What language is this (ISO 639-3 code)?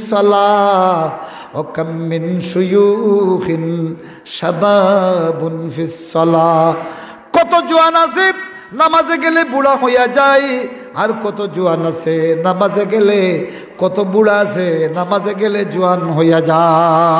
syl